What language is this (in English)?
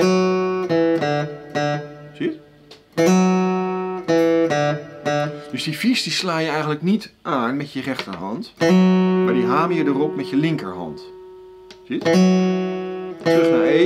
Dutch